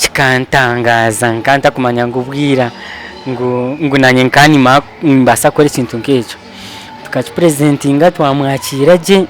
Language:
Nyankole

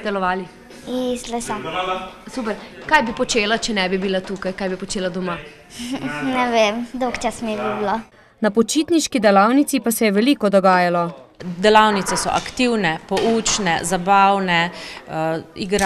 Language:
Slovenian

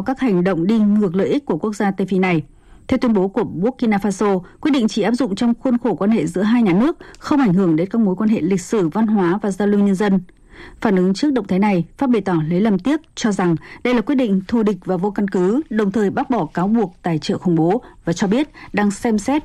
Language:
Vietnamese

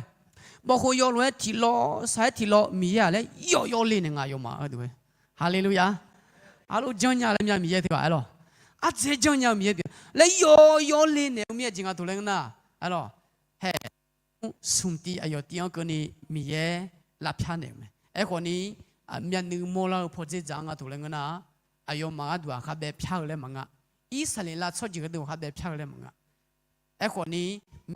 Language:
Akha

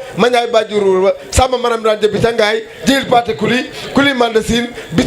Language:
Wolof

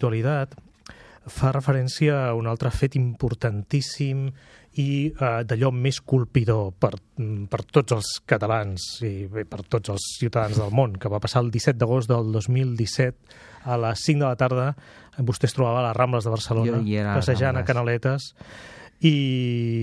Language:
Catalan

